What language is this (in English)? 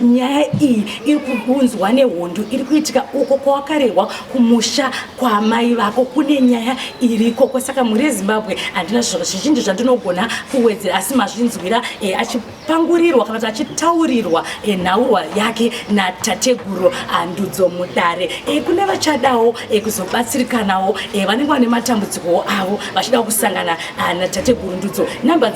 Shona